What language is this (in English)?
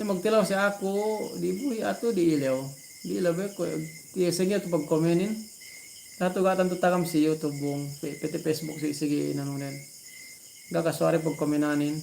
Yakan